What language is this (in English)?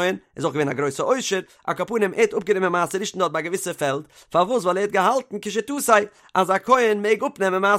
Yiddish